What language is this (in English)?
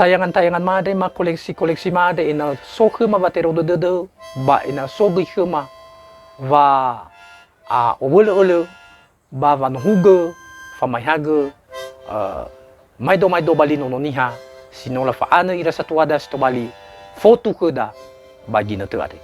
Nias